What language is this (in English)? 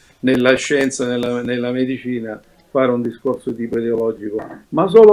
Italian